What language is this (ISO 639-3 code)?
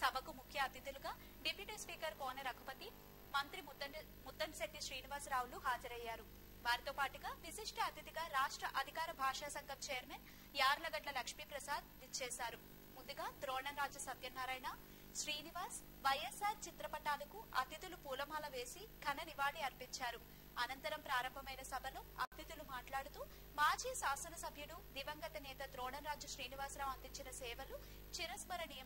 tel